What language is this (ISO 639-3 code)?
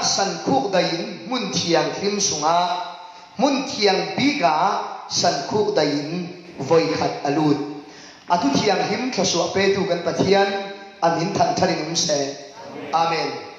cfm